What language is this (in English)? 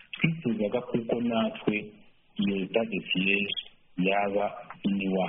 Kinyarwanda